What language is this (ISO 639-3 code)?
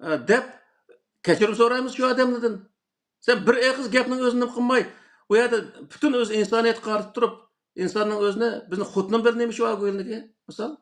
uig